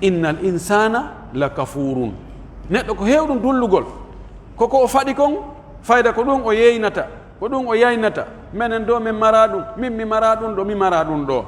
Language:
Pular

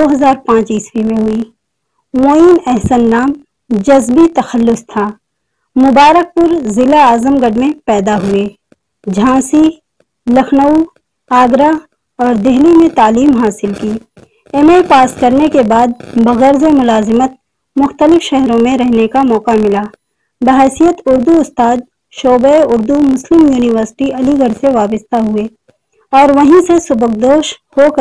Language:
Urdu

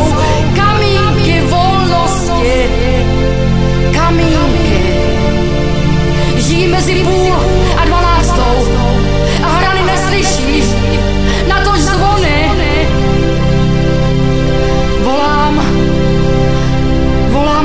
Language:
Czech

